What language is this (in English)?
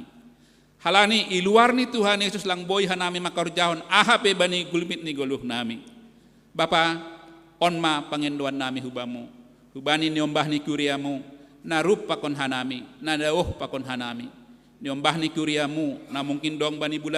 Batak Simalungun